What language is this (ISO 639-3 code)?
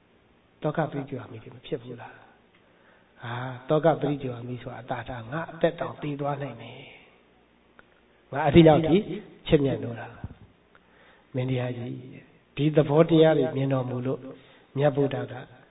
mya